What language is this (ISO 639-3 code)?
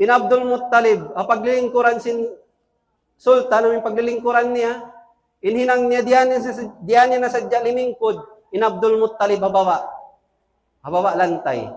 tsg